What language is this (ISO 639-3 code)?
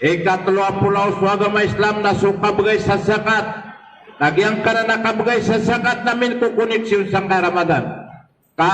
mrw